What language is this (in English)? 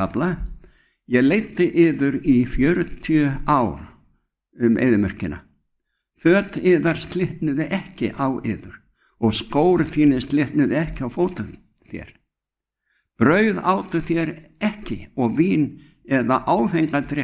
Icelandic